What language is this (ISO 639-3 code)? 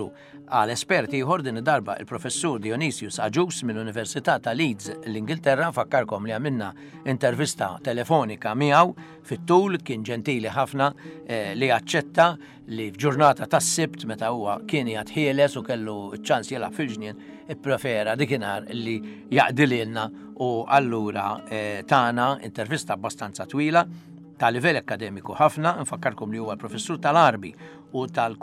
mlt